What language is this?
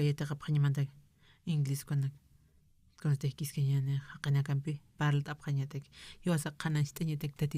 Aymara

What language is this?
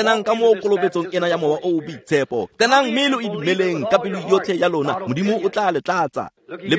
Tswana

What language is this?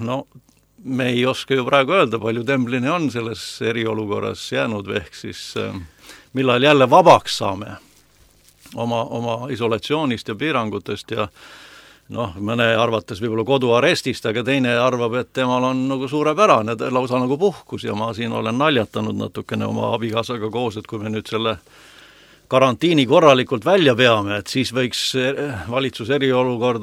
Estonian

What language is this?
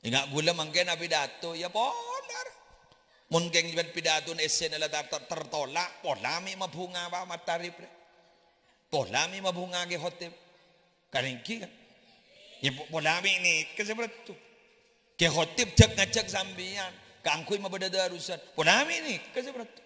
Madurese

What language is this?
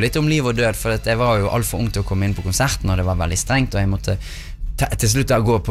Norwegian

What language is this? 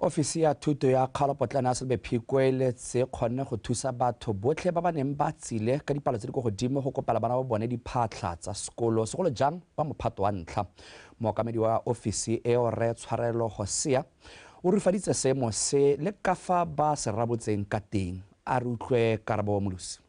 Tswana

